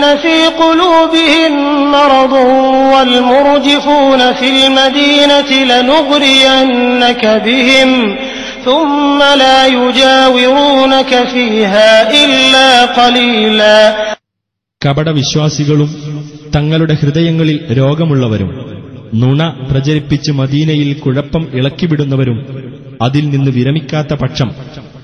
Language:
Malayalam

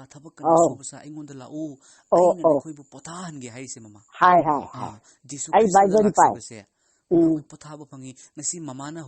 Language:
Manipuri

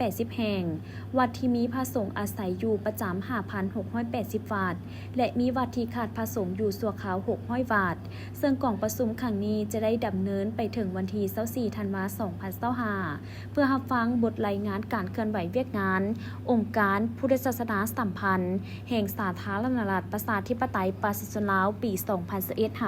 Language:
Lao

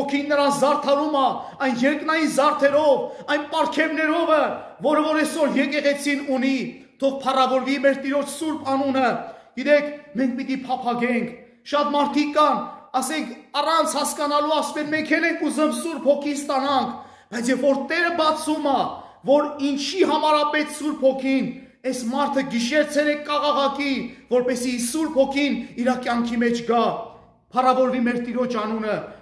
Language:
Armenian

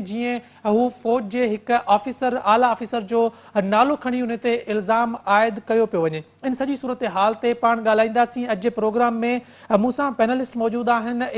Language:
Sindhi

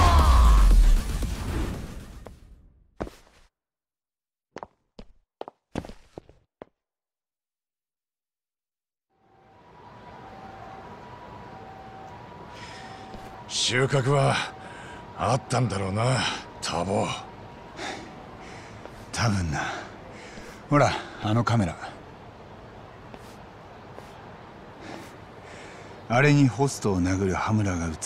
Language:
Japanese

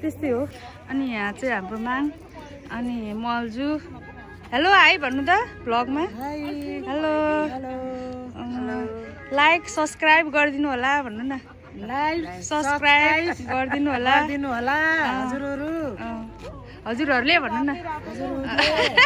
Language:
Nepali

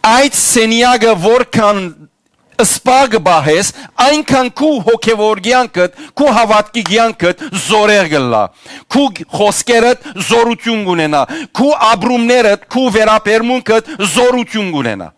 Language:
Western Armenian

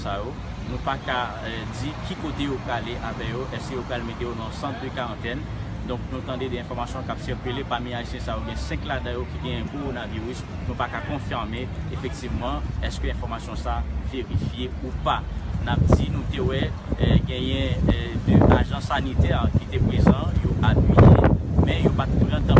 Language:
Haitian Creole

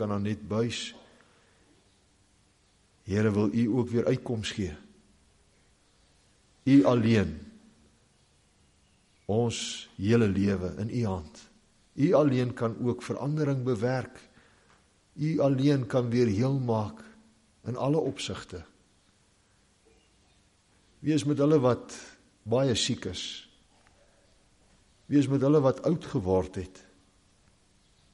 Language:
Afrikaans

